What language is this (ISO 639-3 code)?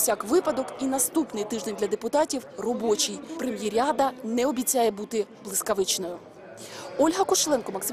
ukr